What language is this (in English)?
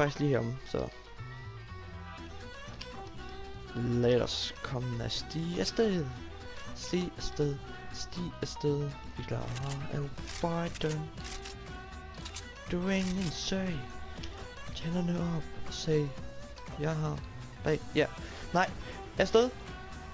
Danish